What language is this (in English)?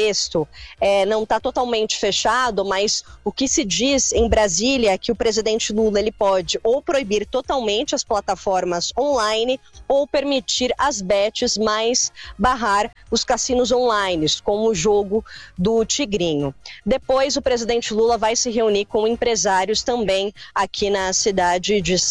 Portuguese